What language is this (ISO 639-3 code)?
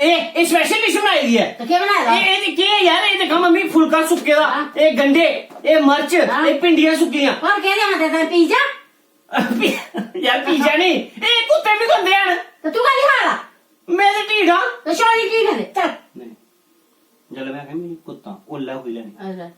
doi